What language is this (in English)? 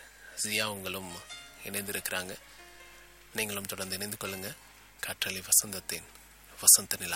Tamil